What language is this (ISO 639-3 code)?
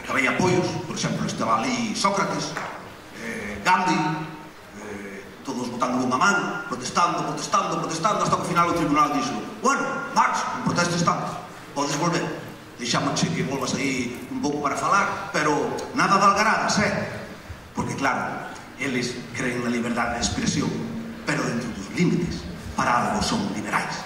glg